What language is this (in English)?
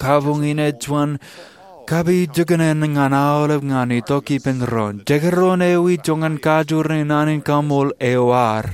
Marshallese